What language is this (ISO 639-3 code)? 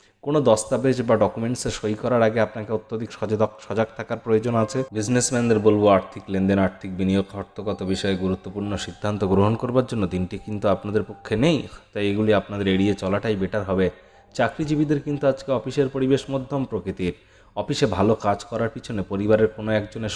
ben